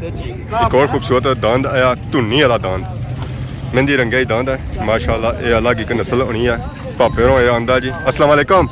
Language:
Pahari-Potwari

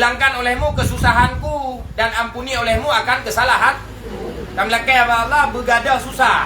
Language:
Achinese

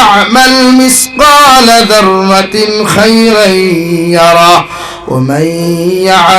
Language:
Sylheti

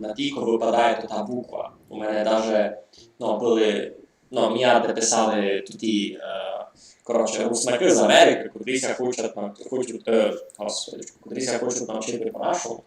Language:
Rusyn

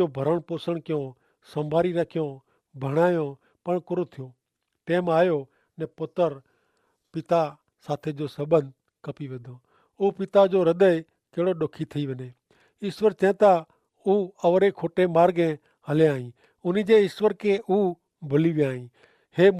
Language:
Kachhi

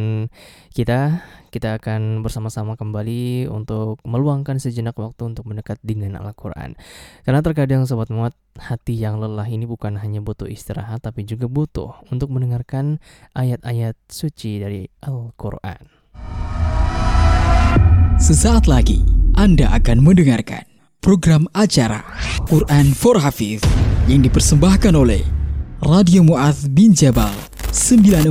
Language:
Indonesian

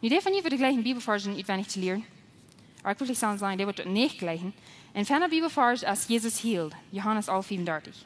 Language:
Plautdietsch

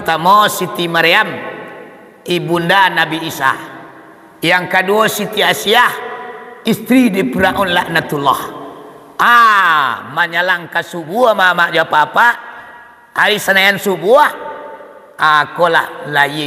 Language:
Minangkabau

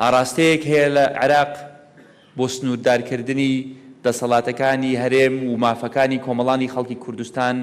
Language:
Central Kurdish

